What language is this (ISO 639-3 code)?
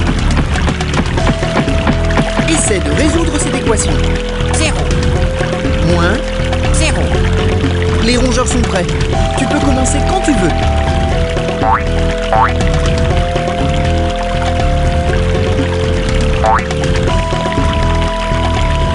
fra